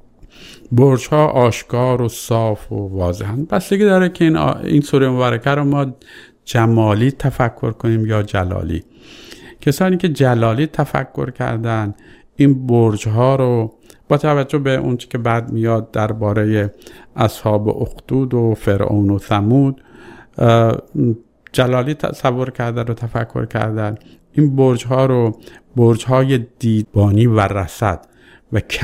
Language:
Persian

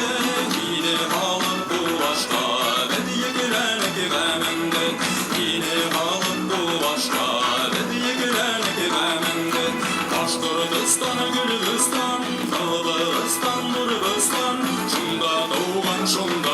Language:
Bashkir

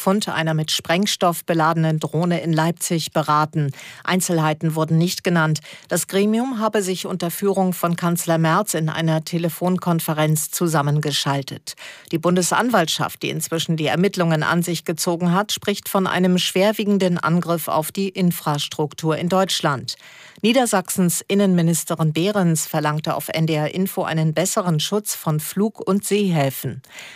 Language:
German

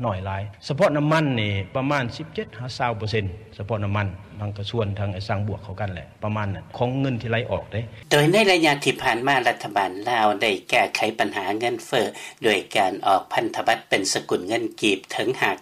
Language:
Lao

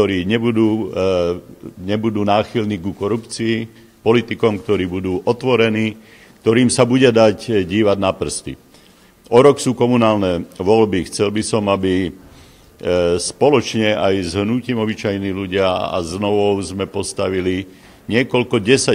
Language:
Slovak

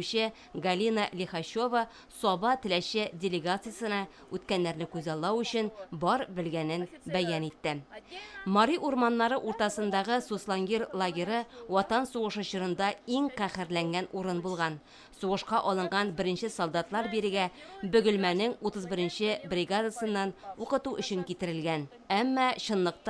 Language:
Tatar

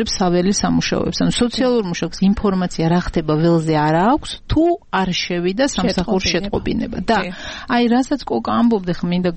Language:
Georgian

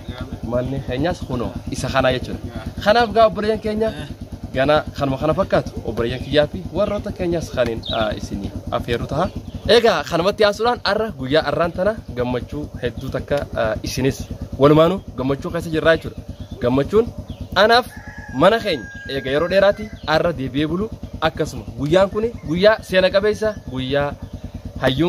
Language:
Oromo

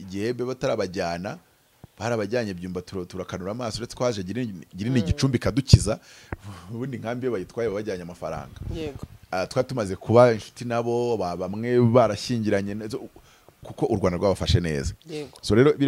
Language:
Kinyarwanda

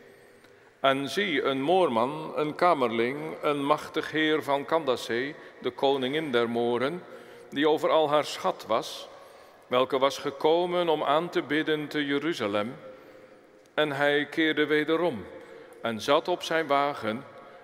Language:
Dutch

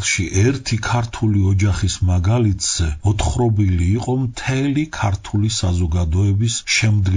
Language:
Georgian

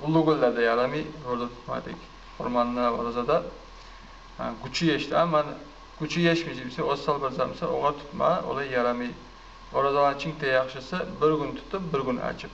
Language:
Kumyk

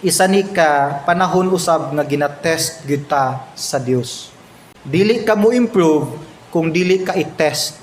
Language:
Cebuano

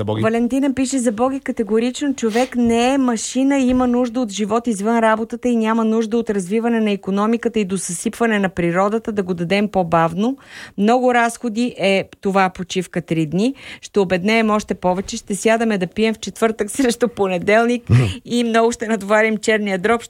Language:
Bulgarian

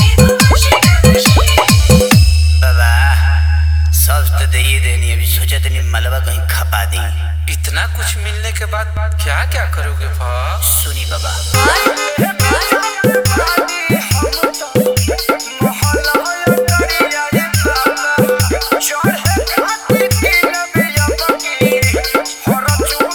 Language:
Bhojpuri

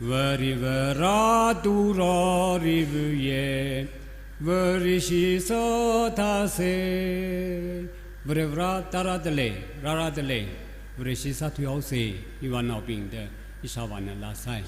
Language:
Tangkhul Naga (India)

